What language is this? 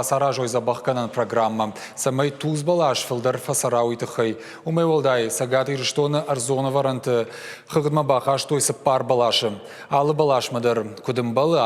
Ossetic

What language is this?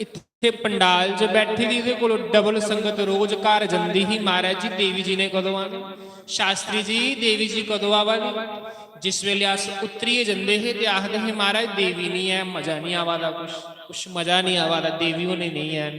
Dogri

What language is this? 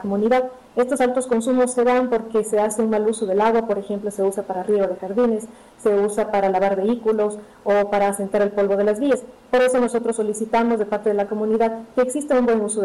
Spanish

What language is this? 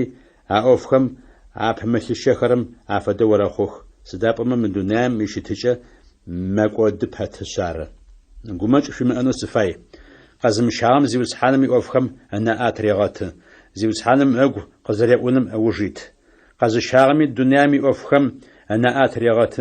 Adyghe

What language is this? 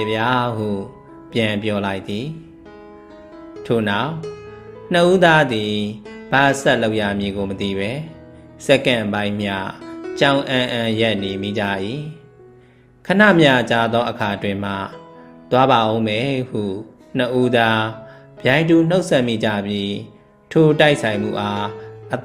Burmese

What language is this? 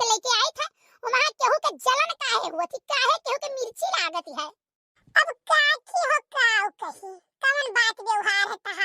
Awadhi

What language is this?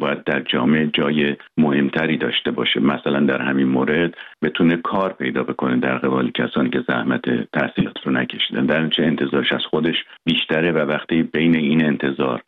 Persian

